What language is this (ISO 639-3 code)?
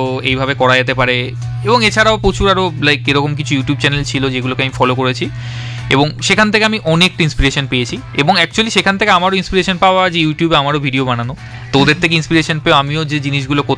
ben